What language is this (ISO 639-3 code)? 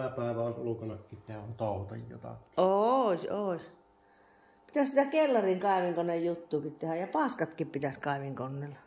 fin